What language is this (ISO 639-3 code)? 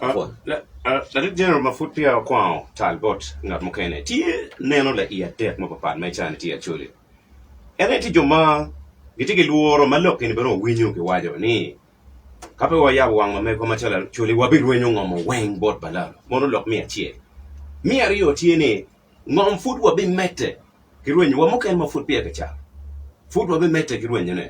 ach